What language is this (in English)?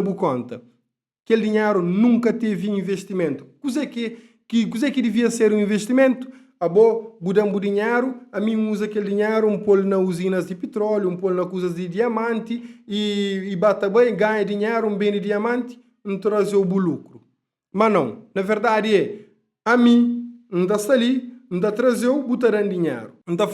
Kabuverdianu